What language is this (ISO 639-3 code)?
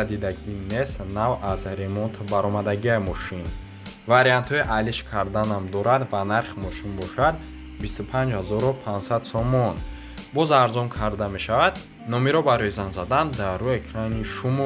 tgk